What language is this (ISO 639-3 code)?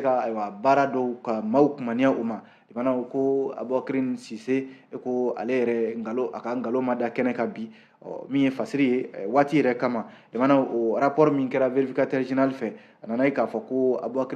bam